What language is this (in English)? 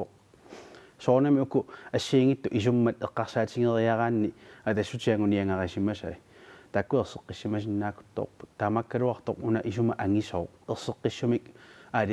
Kalaallisut